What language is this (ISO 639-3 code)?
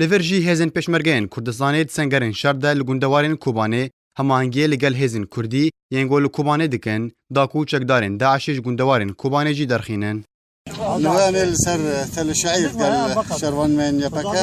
kur